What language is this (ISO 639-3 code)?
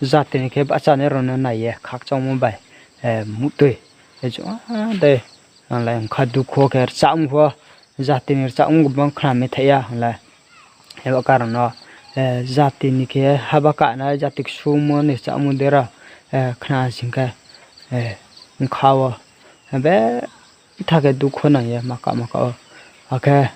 ria